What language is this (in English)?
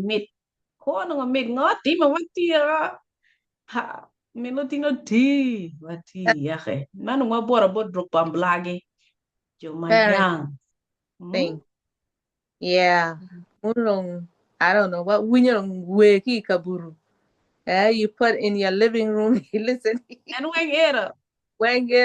Acoli